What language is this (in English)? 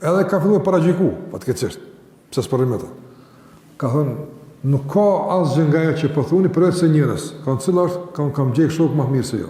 Albanian